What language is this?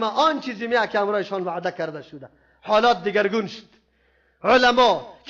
Persian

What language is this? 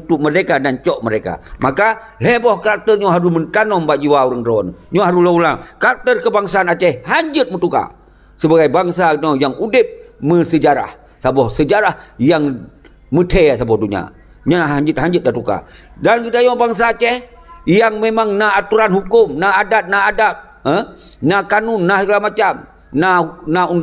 Achinese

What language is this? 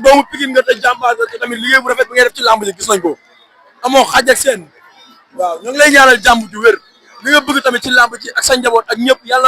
Wolof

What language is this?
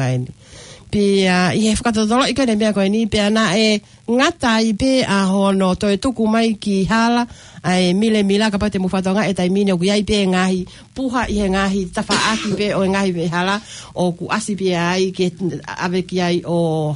Tongan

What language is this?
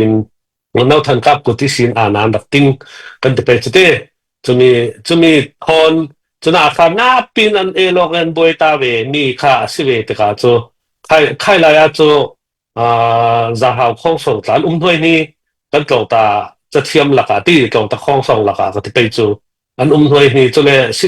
Falam Chin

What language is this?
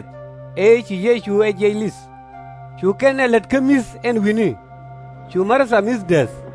Nuer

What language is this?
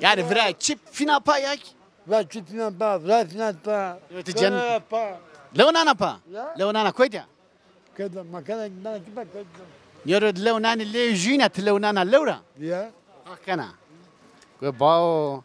Zaza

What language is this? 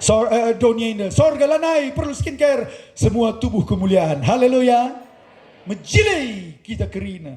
Batak Karo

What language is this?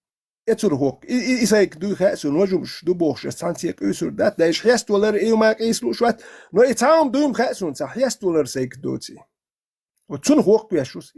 Chechen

